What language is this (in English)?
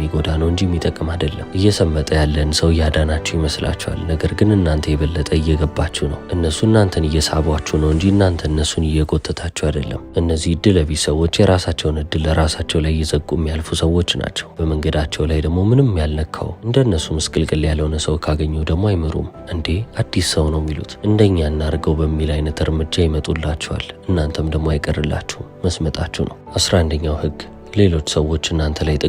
Amharic